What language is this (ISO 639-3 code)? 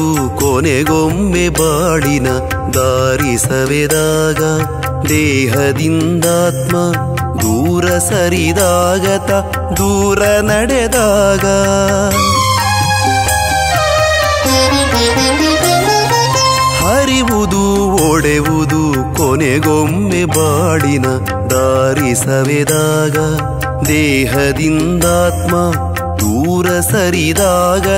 kan